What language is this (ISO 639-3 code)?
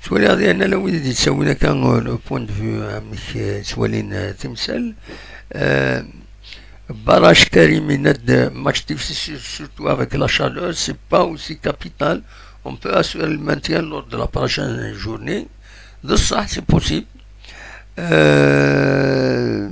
kab